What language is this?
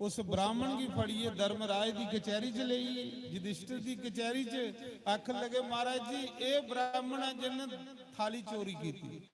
Dogri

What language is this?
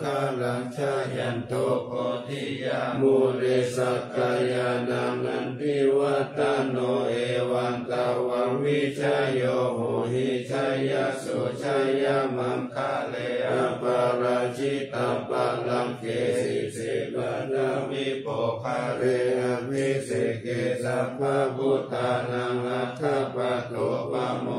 Pali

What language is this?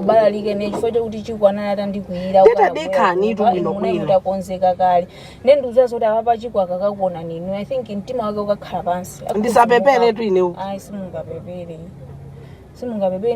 Nyanja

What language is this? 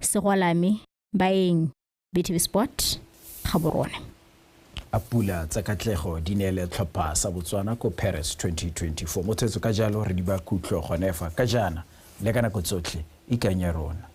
Tswana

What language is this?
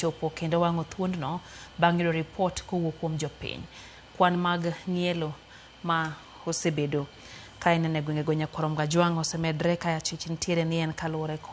Luo (Kenya and Tanzania)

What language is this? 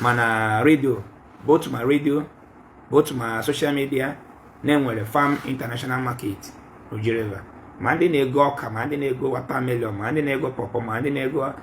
Igbo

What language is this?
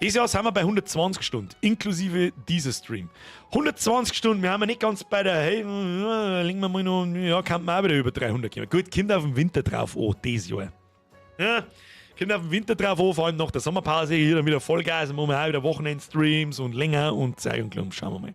Bavarian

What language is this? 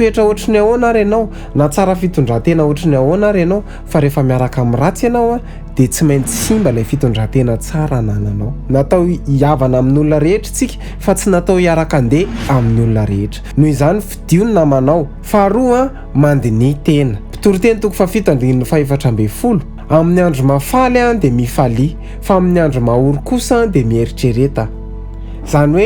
Malagasy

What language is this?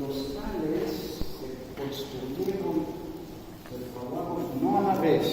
Ladino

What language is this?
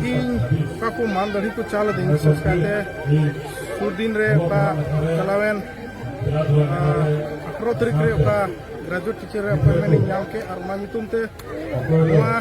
Santali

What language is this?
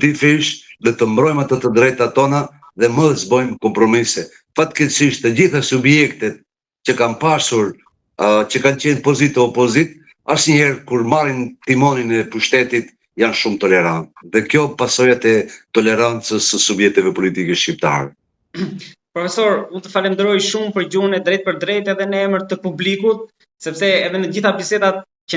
Albanian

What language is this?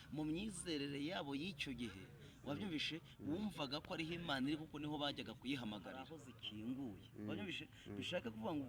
Kinyarwanda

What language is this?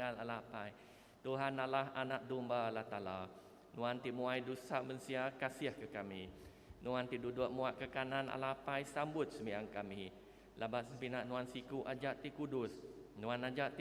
Iban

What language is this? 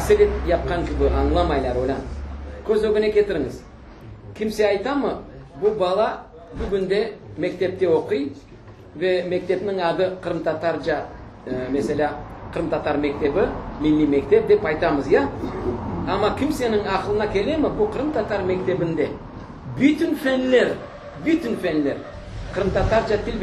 Crimean Tatar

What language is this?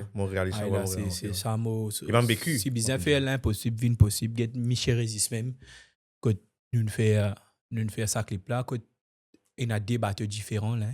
Morisyen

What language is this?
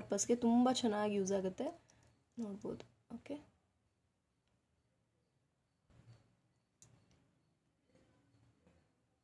Kannada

